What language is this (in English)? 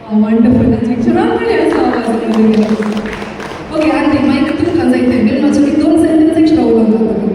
Konkani